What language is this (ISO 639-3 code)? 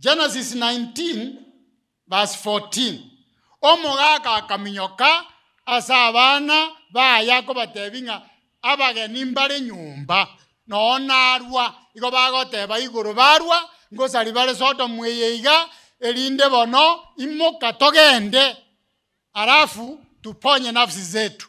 guz